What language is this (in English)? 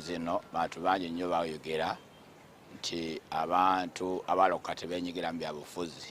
Ganda